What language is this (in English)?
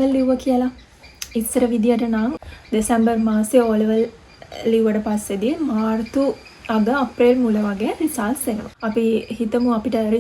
Sinhala